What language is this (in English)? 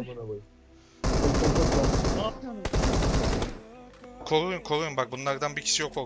Turkish